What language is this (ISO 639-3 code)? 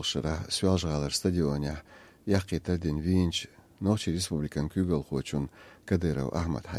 che